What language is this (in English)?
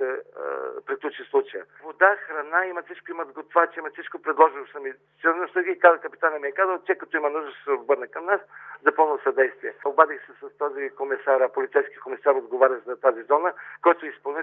Bulgarian